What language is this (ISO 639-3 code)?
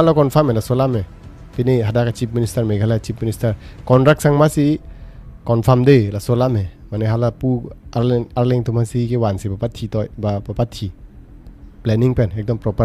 mjw